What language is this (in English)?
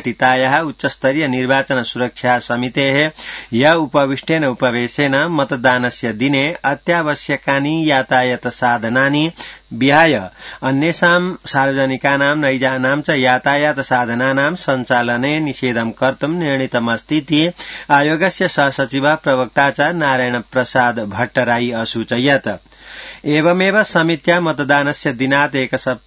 Sanskrit